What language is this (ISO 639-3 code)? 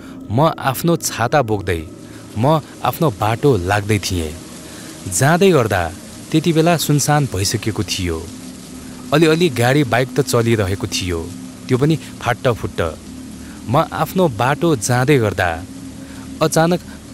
nep